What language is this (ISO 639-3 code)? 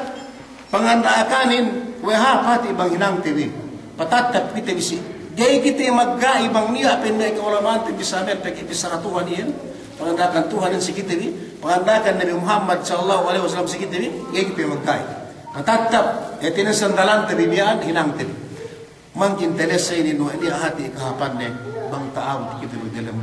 yka